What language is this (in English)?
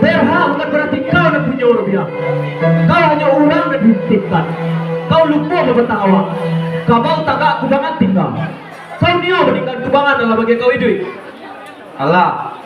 Minangkabau